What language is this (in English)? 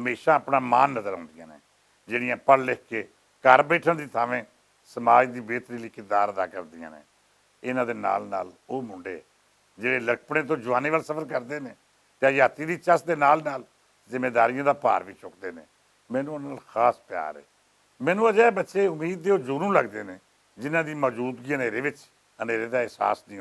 Western Panjabi